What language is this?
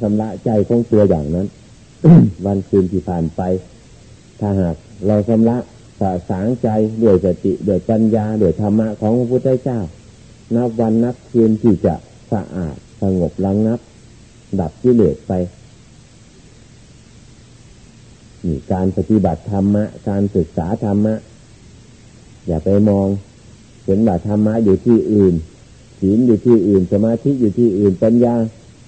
Thai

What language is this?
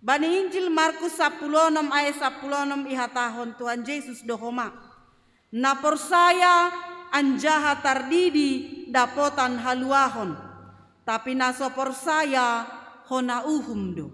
Batak Simalungun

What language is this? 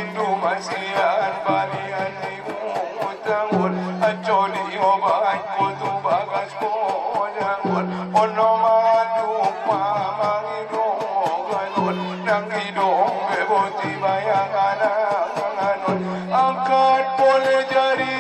Batak Angkola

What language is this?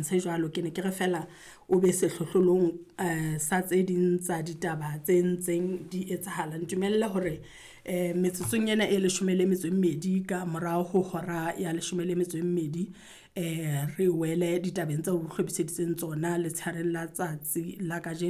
Southern Sotho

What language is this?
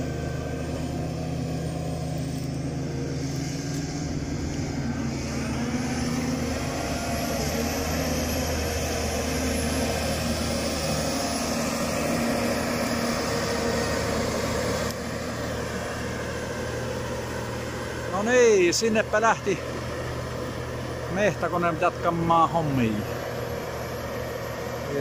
Finnish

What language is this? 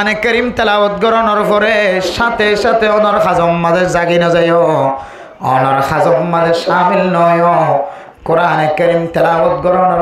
Rohingya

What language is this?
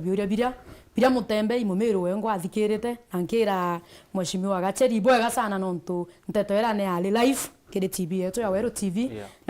Meru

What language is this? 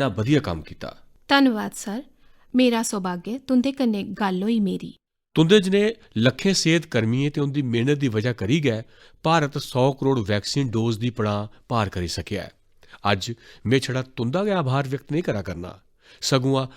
Dogri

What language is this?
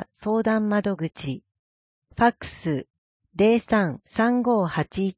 Japanese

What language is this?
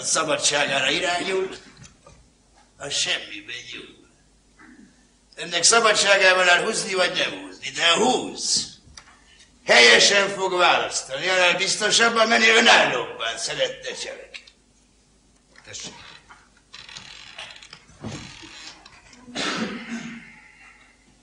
Hungarian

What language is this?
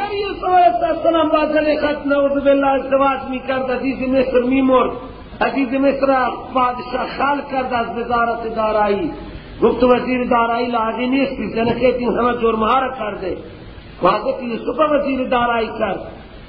Persian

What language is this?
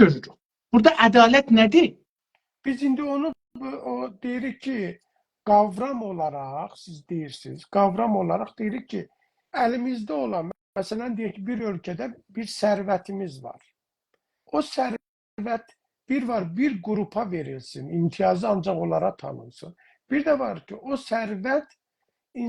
South Azerbaijani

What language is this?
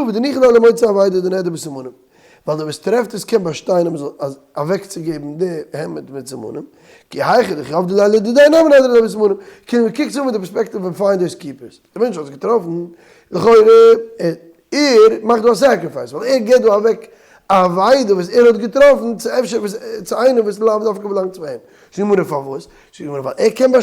Yiddish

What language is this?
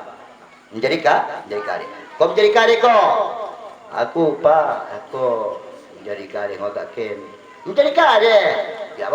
Batak Dairi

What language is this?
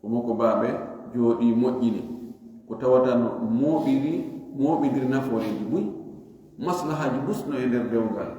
Fula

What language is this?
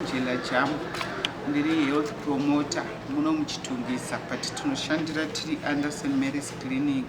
Shona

